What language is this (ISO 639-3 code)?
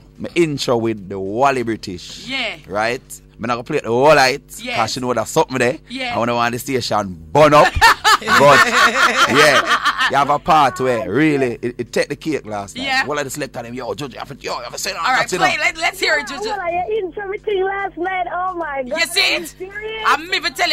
jam